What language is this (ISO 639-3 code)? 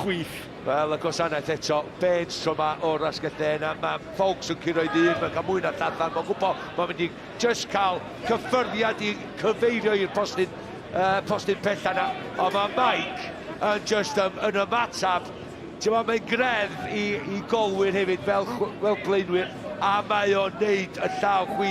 cym